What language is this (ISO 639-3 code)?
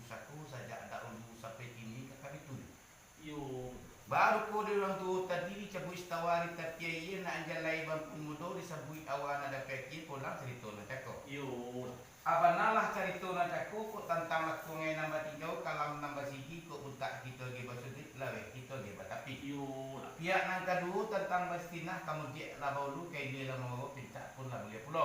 min